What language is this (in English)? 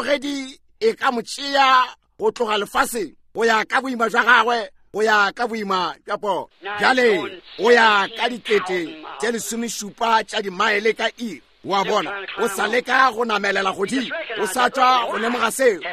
Northern Sotho